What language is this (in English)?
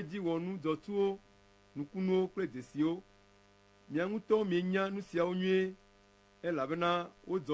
Ewe